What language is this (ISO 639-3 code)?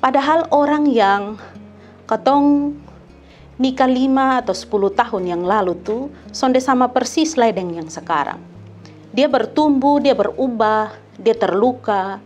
mkn